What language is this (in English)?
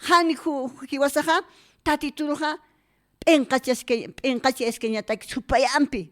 Aymara